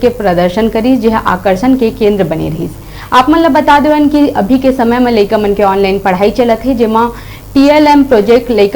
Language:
Chhattisgarhi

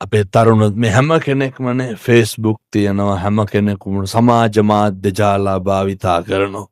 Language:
Sinhala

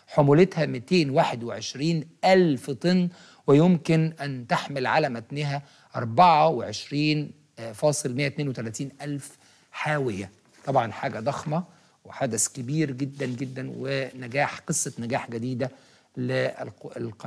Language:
Egyptian Arabic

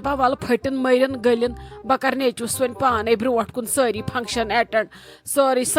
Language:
Kashmiri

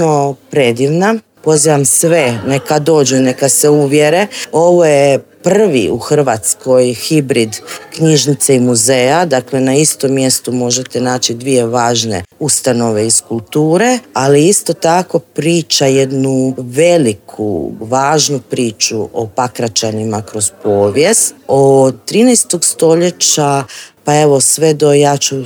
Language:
Croatian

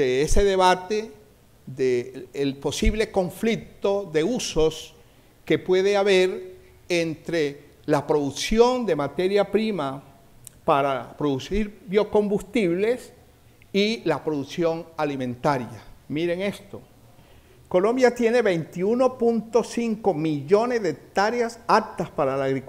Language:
Spanish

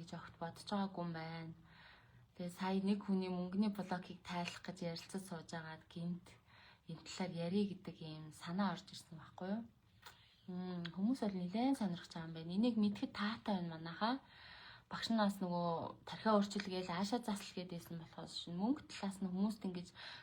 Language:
Mongolian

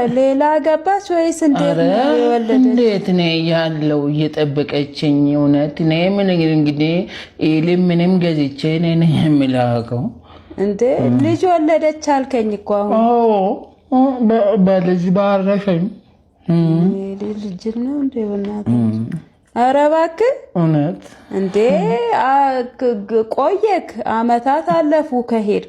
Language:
Amharic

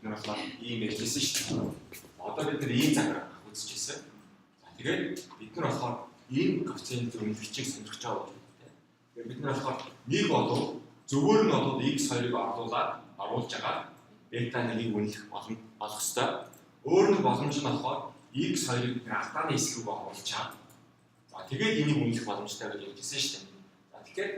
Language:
Mongolian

